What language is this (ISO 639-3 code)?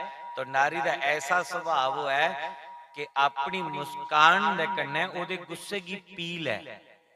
doi